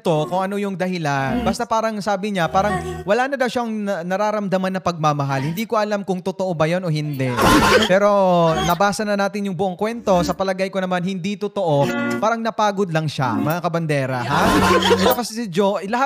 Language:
Filipino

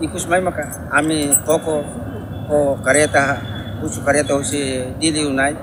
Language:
Tetum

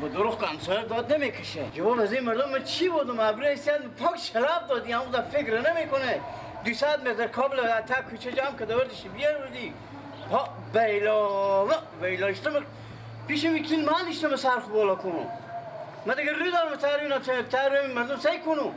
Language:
Persian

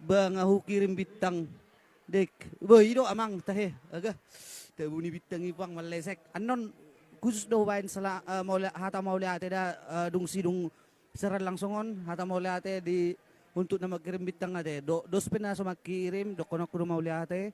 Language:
Batak Toba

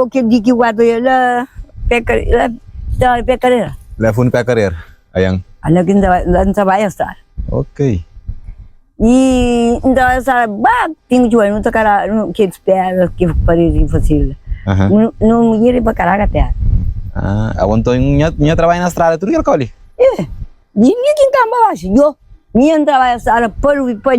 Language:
Kabuverdianu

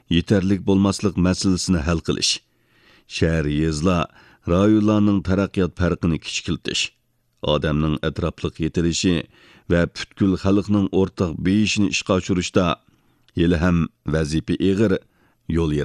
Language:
Uyghur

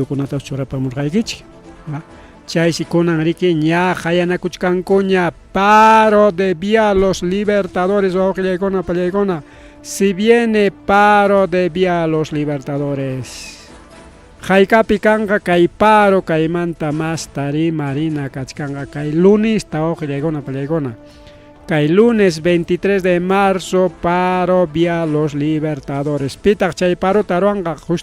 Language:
Ayacucho Quechua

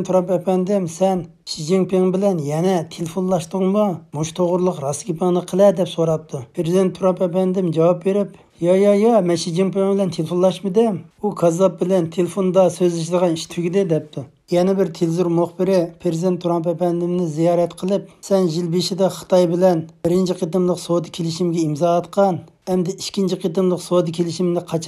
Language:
Uyghur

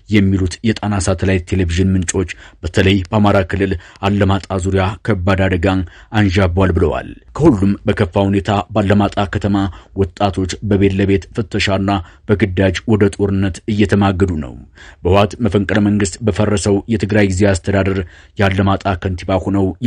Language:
Amharic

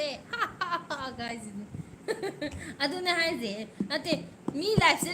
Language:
Manipuri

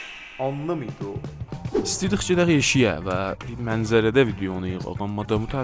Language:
South Azerbaijani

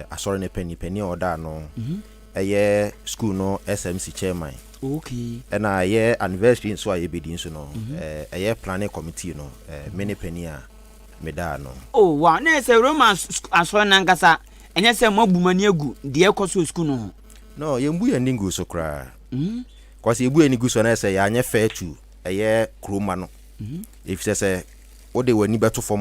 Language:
Akan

